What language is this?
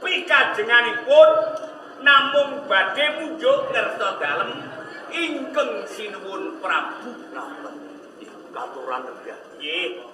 Javanese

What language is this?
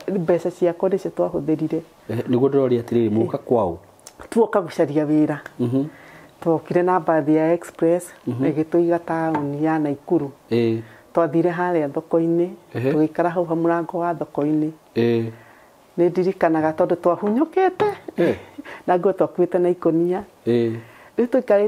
Kikuyu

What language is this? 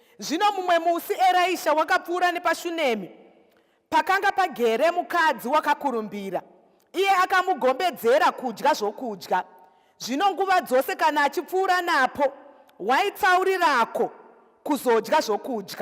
Shona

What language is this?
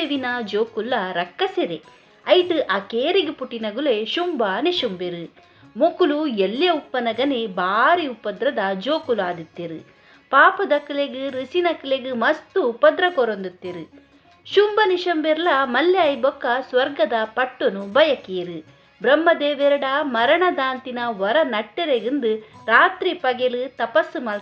Tulu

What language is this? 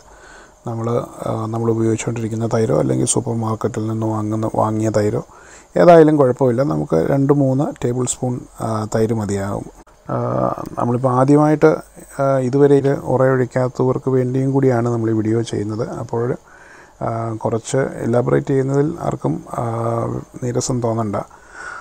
Malayalam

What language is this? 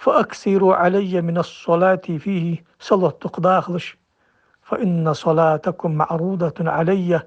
Ingush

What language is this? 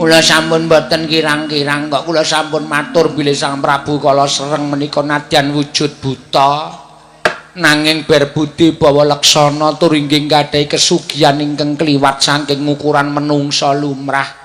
Javanese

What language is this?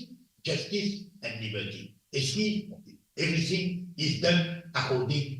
Morisyen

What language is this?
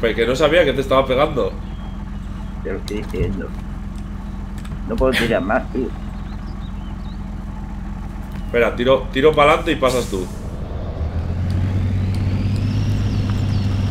Spanish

